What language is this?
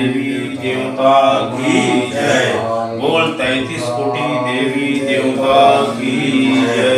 Chhattisgarhi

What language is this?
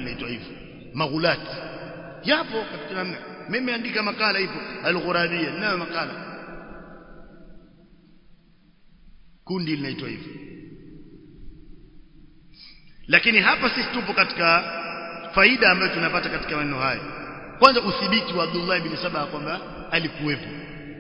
Swahili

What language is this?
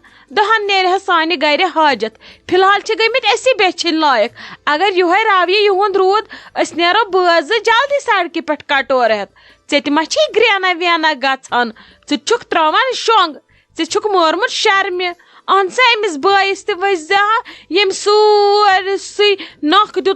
Kashmiri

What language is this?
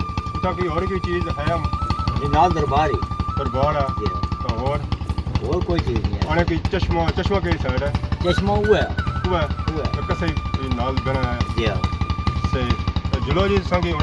Pahari-Potwari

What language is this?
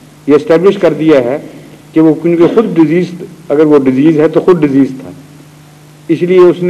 Urdu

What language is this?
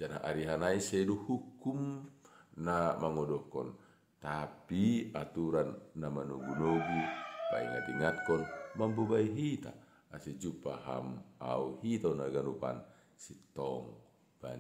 Batak Simalungun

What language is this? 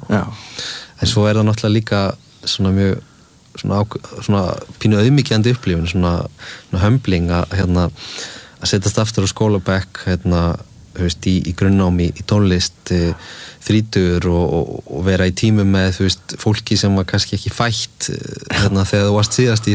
Icelandic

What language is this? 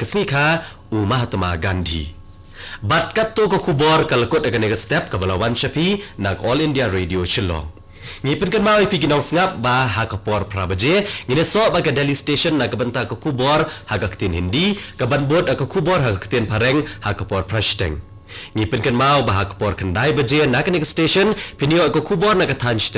Khasi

